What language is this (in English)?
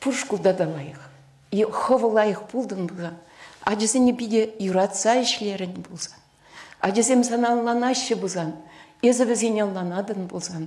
Chuvash